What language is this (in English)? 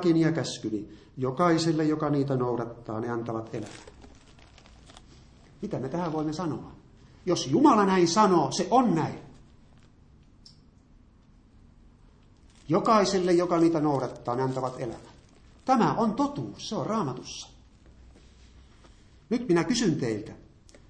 Finnish